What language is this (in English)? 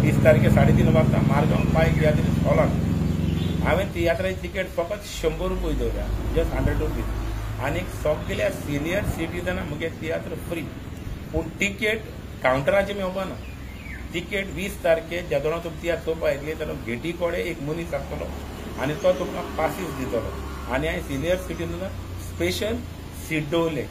Konkani